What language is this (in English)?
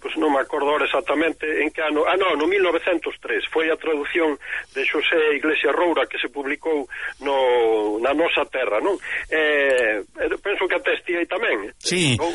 Galician